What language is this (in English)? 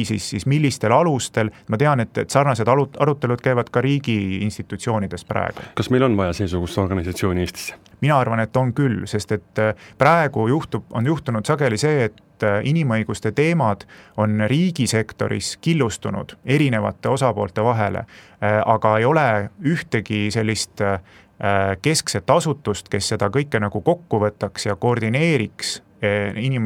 Estonian